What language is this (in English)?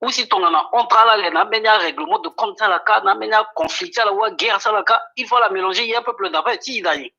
Sango